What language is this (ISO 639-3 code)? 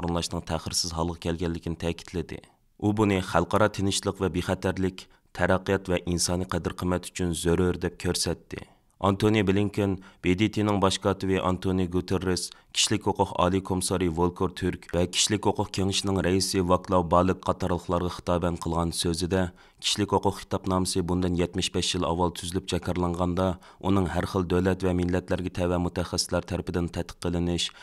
uig